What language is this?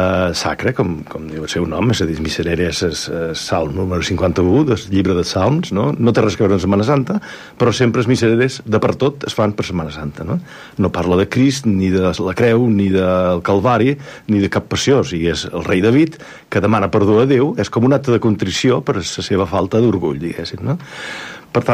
Catalan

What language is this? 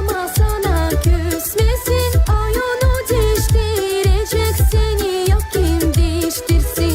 Gagauz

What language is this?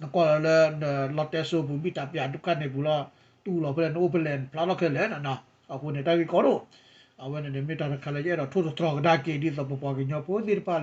S'gaw Karen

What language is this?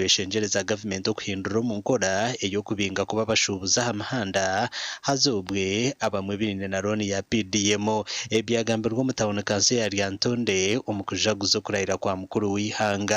Nyankole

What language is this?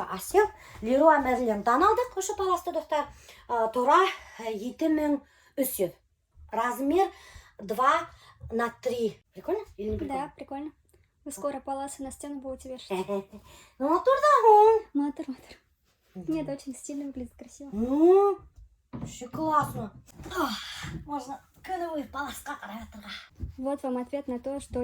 Bashkir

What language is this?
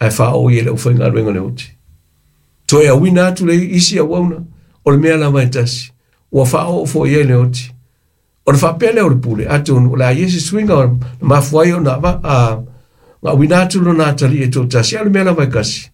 Samoan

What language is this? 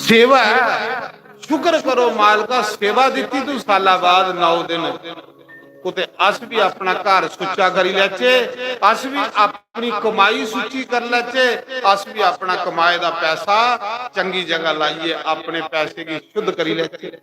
Dogri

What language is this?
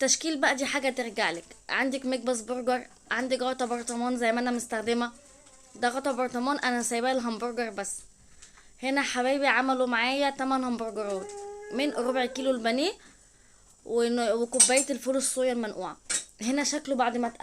Egyptian Arabic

